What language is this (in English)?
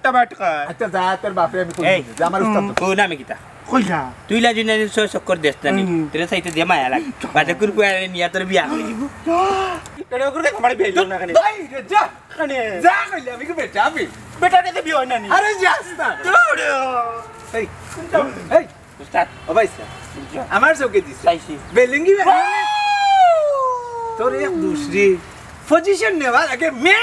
Sylheti